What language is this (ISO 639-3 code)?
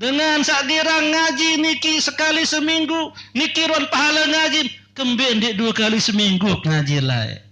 sas